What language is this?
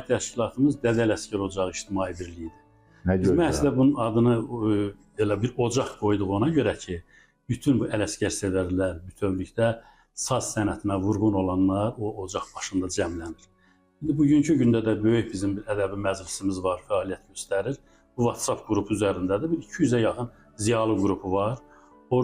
Azerbaijani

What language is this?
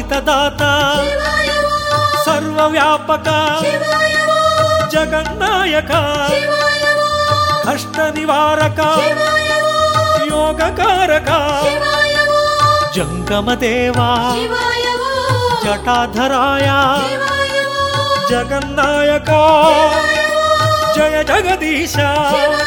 Telugu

